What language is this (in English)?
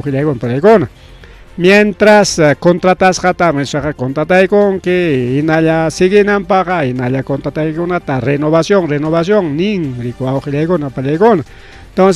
Ayacucho Quechua